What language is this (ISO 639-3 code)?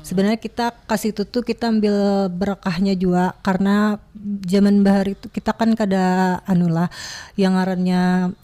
bjn